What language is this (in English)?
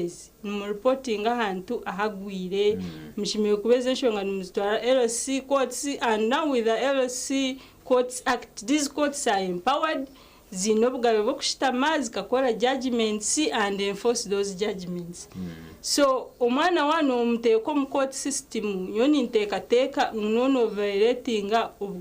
Nyankole